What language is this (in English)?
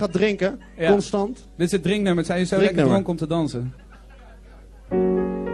Dutch